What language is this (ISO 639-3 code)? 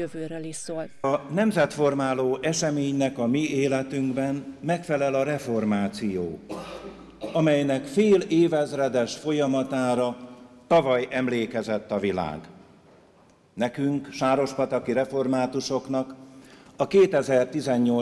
hun